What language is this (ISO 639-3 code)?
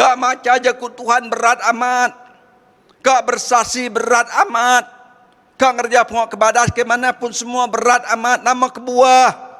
iba